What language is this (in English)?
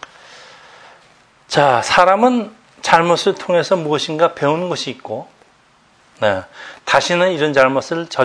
Korean